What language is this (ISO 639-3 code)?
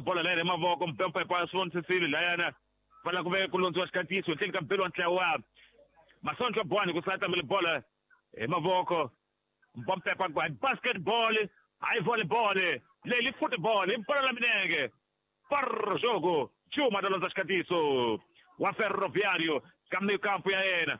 tso